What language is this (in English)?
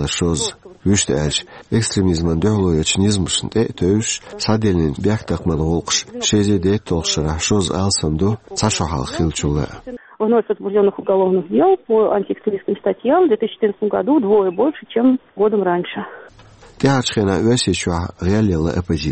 Chechen